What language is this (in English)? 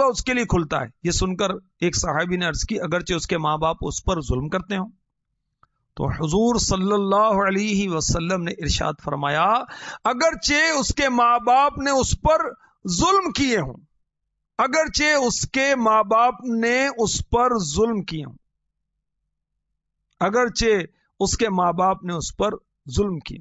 Urdu